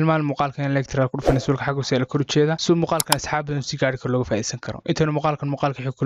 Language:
Somali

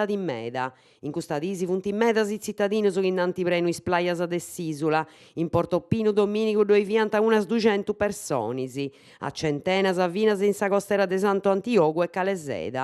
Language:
Sardinian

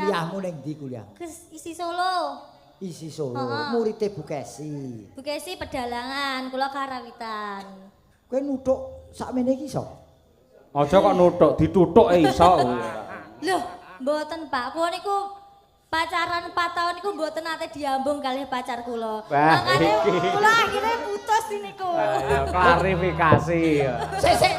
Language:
Javanese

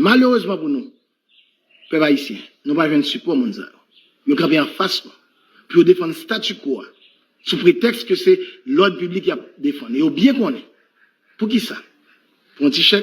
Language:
Haitian Creole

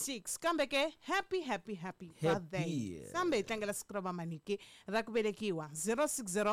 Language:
Tsonga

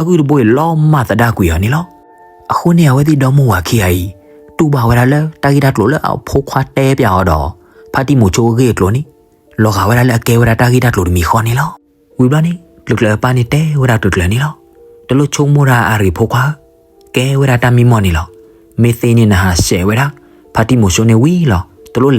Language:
S'gaw Karen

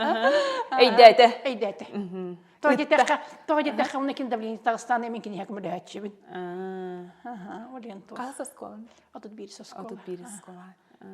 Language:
Yakut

